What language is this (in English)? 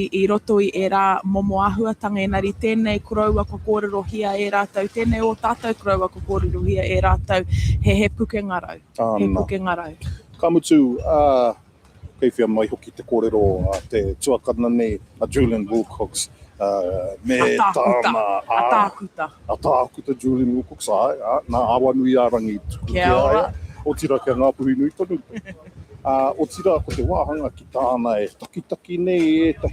Māori